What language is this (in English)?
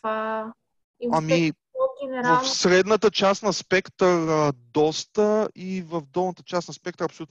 Bulgarian